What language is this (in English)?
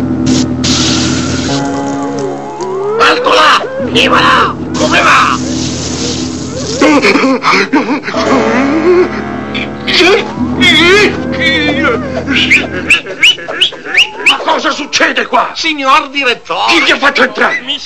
Italian